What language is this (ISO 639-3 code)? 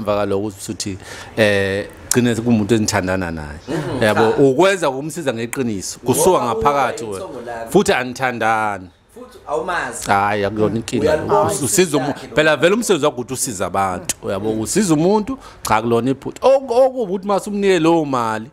zul